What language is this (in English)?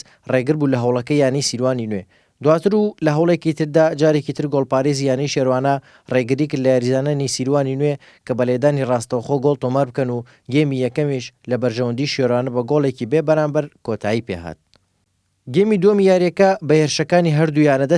Central Kurdish